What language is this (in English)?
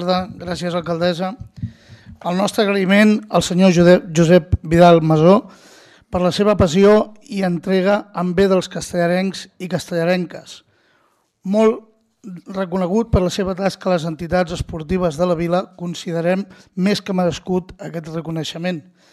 Catalan